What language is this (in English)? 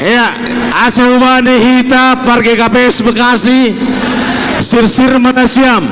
Batak Simalungun